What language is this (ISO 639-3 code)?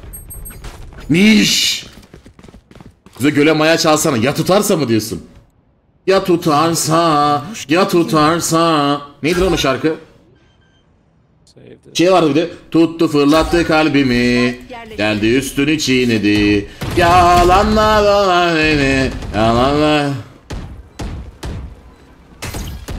tur